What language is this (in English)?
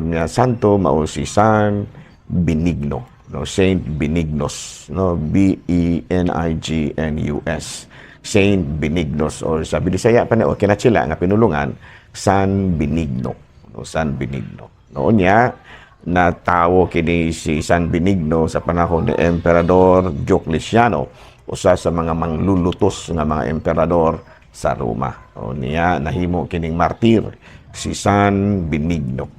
Cebuano